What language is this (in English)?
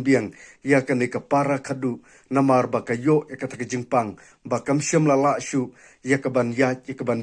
Khasi